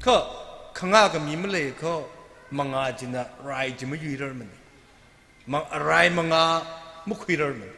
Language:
Tangkhul Naga (India)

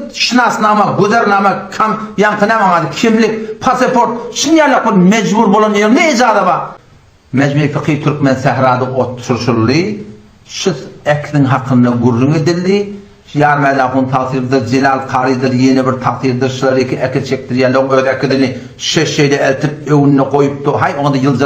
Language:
Turkmen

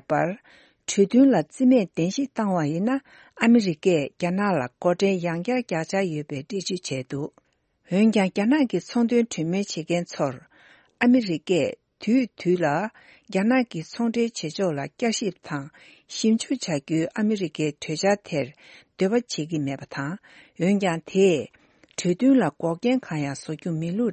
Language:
Tibetan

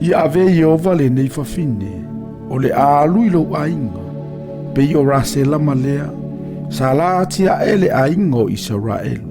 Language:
Samoan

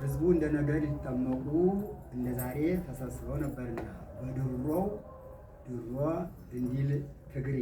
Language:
Amharic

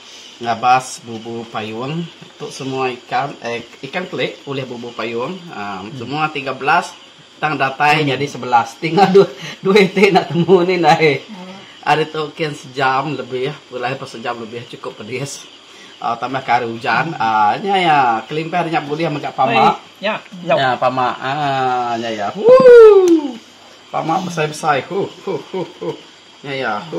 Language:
Iban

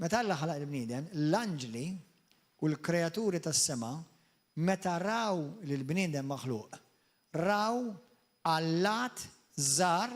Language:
Maltese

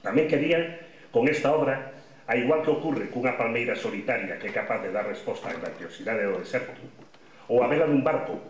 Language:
Galician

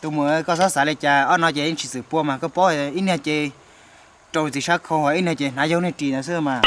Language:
Hmong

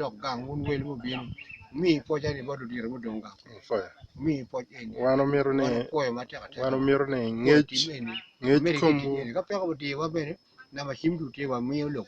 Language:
Acoli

